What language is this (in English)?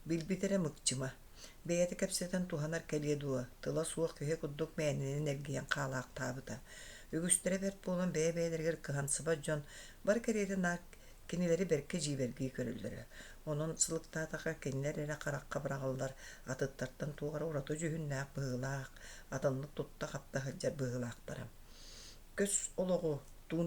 Yakut